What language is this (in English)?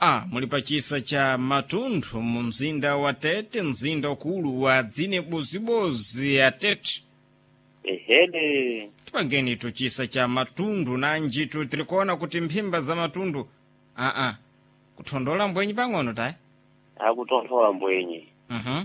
Sena